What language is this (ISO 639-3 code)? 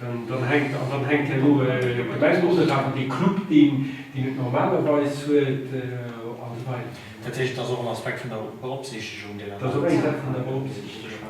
ltz